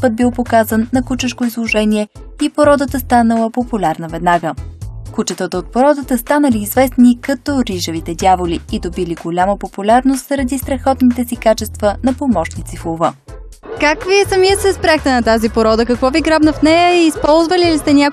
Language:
Bulgarian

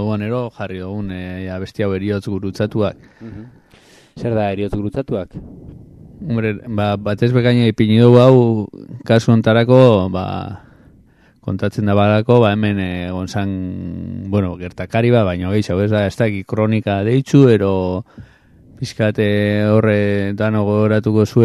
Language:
Basque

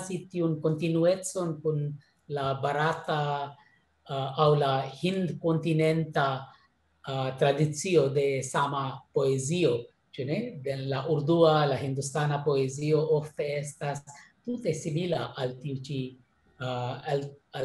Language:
Esperanto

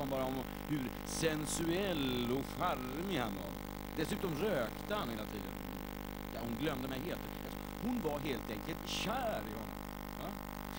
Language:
Swedish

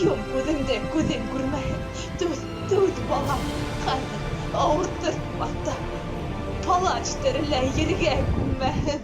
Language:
Bashkir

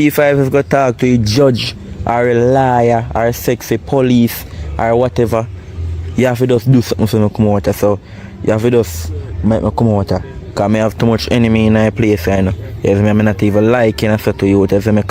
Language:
Jamaican Creole English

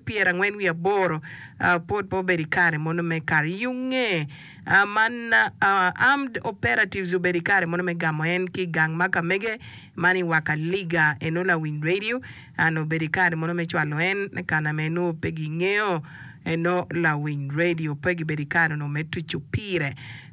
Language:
Acoli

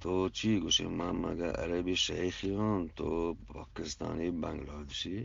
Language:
Eastern Balochi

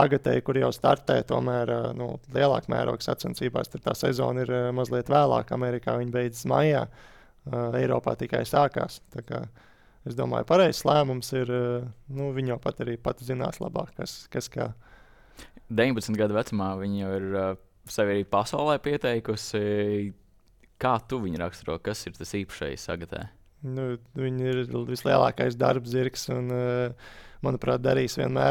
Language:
Latvian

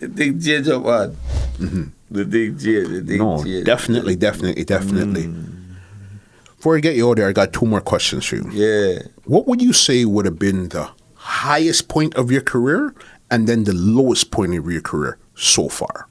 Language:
Jamaican Creole English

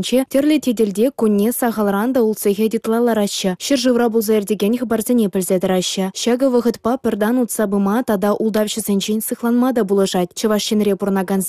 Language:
Chuvash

